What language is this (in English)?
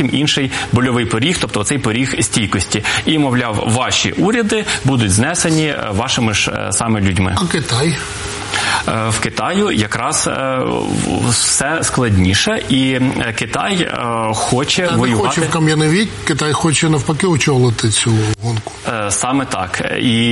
Ukrainian